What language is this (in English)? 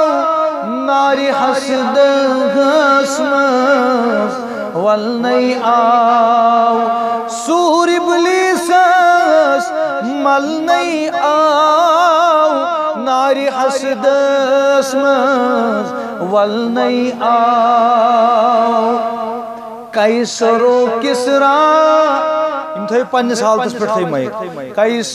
Kashmiri